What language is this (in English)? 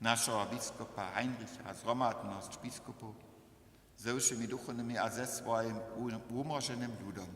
Upper Sorbian